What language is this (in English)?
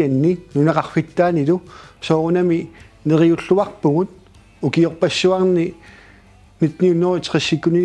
Kalaallisut